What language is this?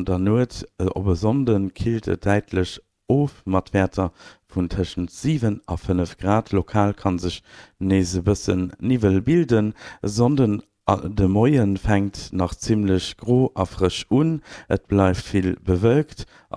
Luxembourgish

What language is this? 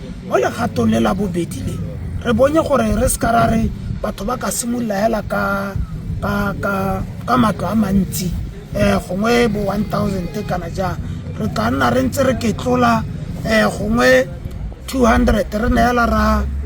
Tswana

